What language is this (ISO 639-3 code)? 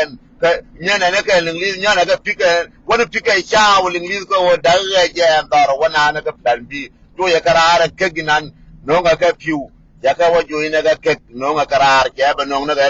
nus